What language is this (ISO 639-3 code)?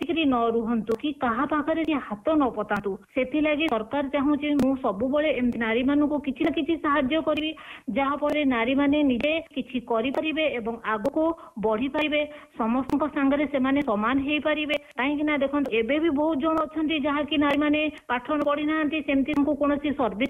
ori